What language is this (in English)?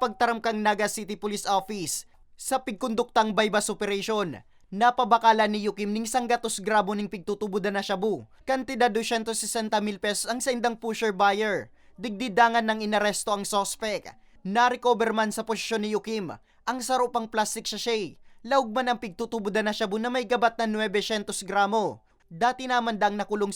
Bikol